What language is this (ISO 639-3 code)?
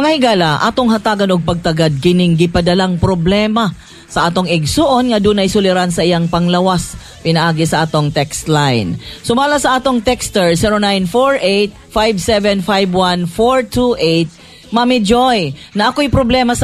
ceb